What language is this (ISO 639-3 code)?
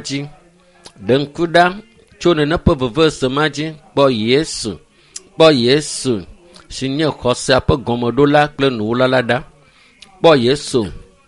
ewe